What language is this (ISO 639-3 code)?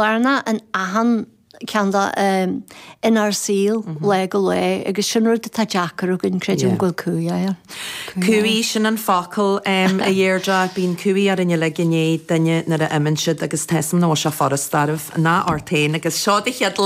gle